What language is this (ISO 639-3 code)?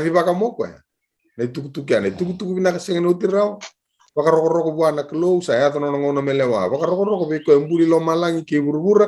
fij